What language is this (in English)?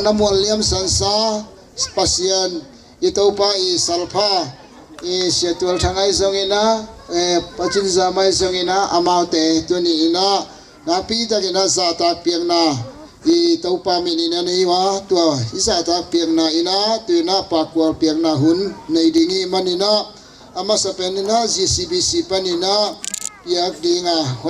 Tedim Chin